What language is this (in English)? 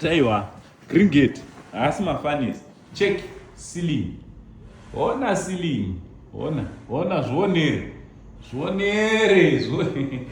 Shona